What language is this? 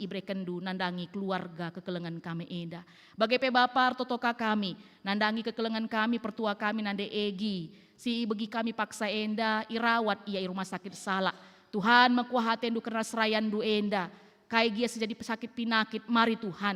Batak Karo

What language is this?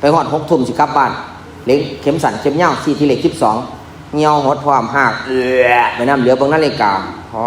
Northeastern Thai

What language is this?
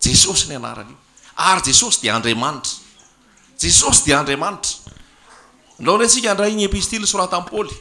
Malagasy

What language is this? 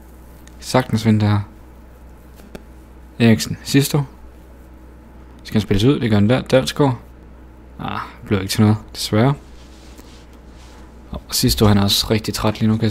Danish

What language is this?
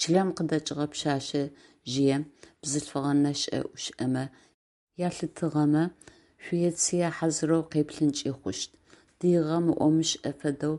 Adyghe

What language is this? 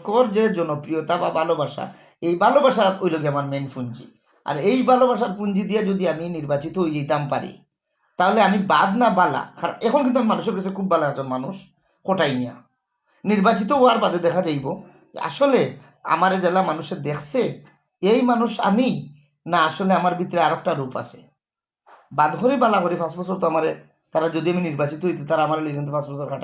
Sylheti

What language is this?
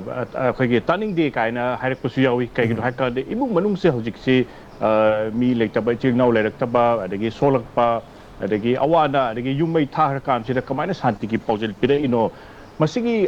Manipuri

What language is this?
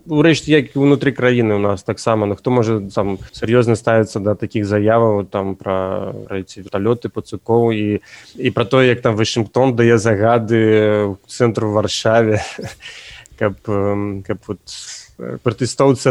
Belarusian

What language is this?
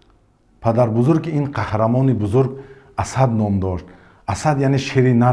Tajik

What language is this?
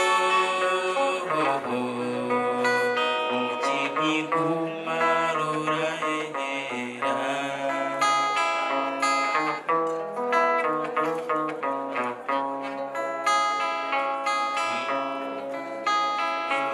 Kinyarwanda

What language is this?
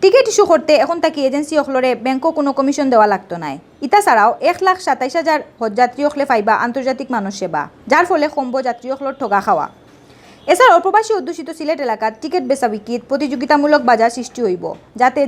Sylheti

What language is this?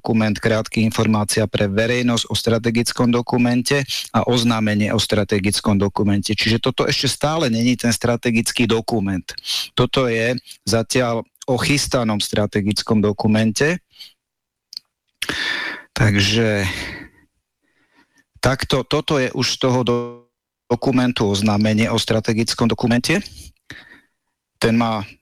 Slovak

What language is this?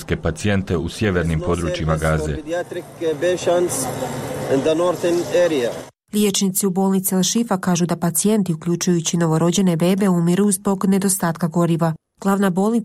Croatian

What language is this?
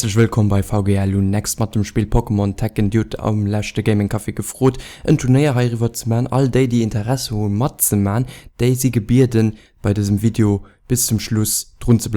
Luxembourgish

